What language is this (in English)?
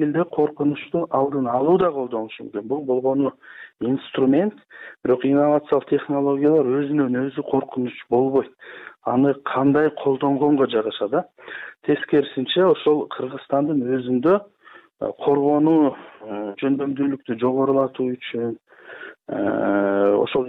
Kyrgyz